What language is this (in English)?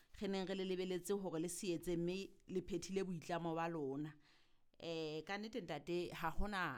Southern Sotho